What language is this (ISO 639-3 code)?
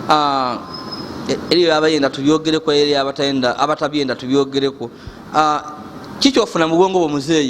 lug